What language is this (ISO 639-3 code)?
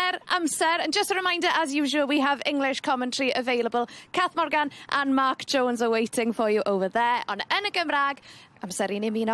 cym